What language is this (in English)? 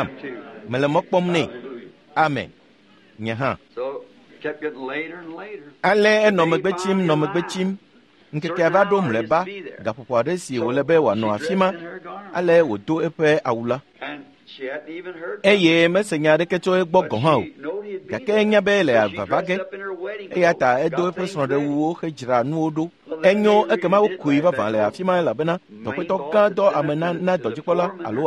Ewe